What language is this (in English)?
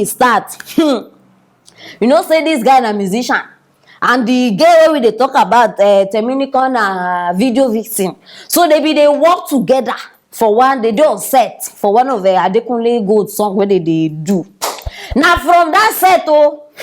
Nigerian Pidgin